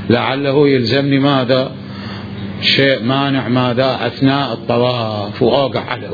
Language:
Mesopotamian Arabic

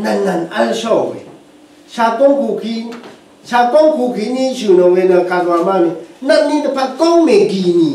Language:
Rawang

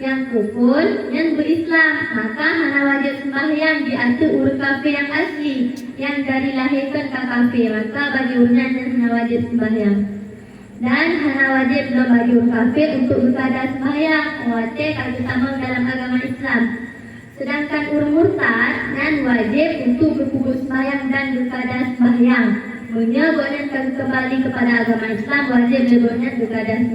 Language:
Achinese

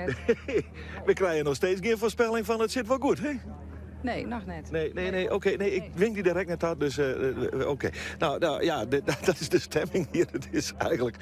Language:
Western Frisian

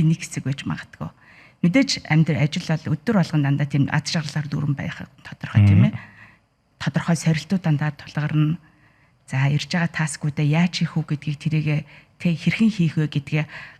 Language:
Mongolian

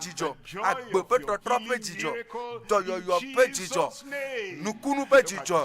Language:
Ewe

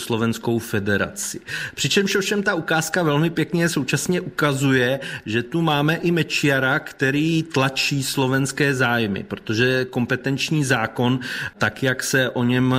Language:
Czech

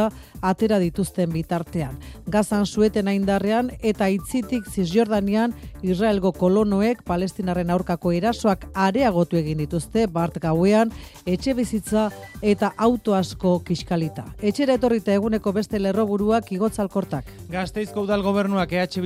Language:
Basque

